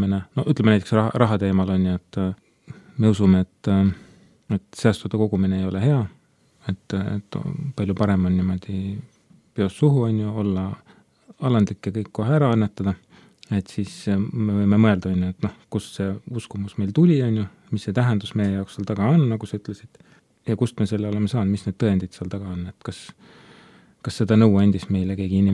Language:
Estonian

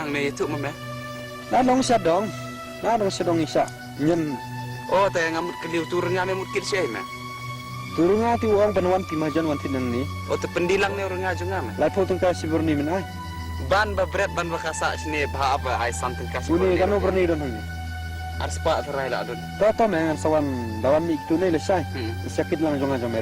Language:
Khasi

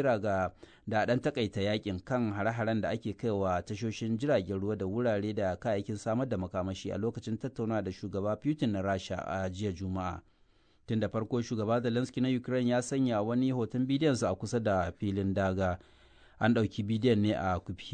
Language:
Hausa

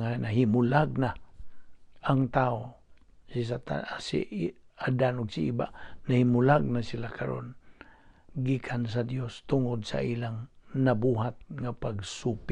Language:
Cebuano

